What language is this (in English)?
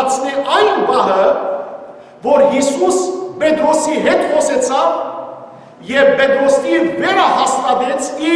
Western Armenian